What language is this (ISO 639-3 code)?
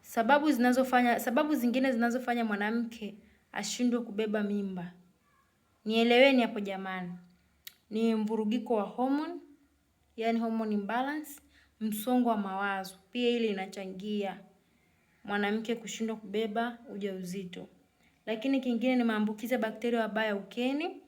swa